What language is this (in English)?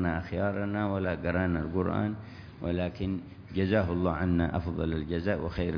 Arabic